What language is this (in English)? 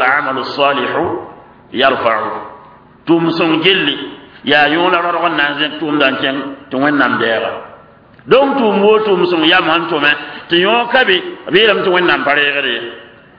Mossi